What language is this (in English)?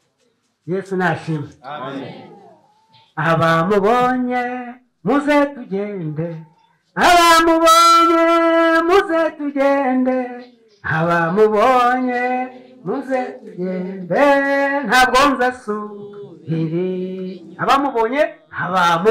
Kinyarwanda